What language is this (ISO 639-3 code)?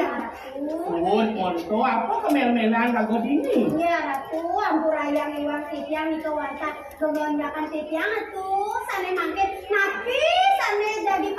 ban